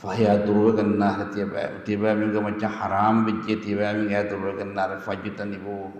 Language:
Divehi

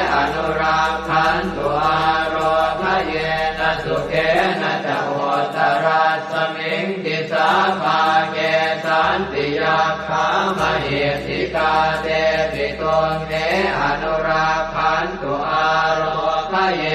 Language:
Pali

